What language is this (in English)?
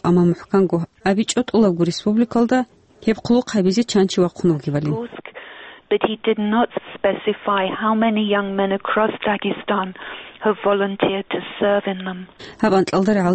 Avaric